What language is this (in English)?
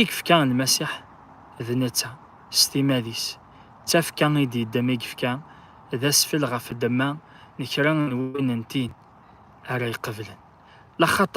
Kabyle